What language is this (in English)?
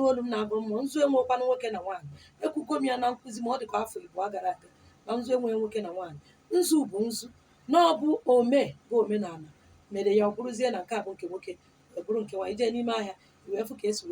Igbo